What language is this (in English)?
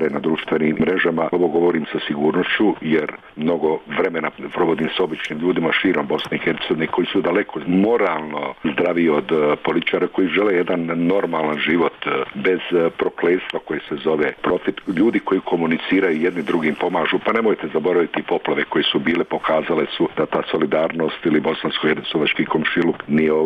Bosnian